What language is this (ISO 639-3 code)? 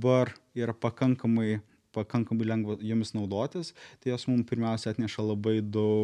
lit